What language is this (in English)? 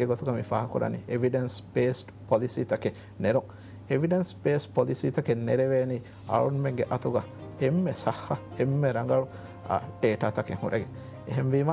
Divehi